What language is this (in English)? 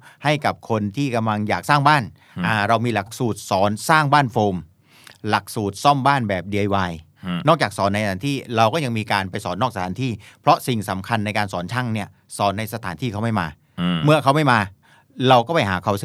Thai